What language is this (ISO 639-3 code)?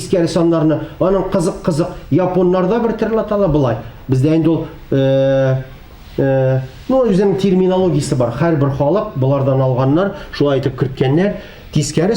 tat